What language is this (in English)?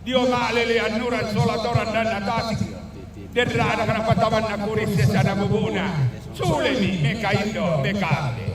Toraja-Sa'dan